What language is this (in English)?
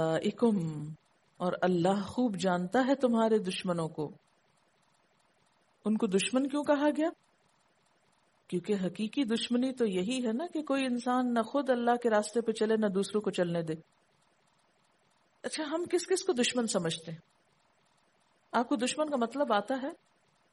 Urdu